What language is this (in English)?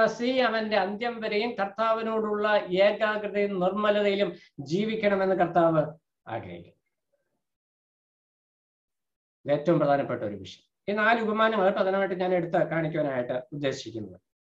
Malayalam